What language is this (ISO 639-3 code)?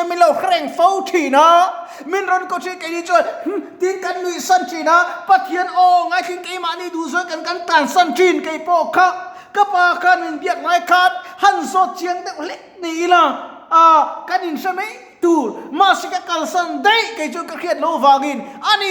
lus